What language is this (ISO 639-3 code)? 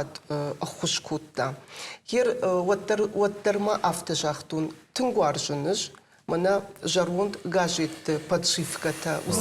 oss